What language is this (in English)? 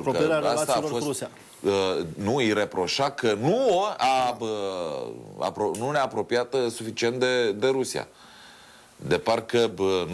Romanian